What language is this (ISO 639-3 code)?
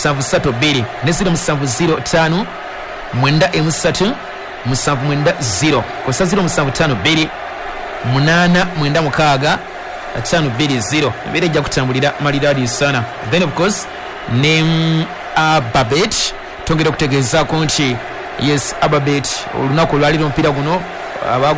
lug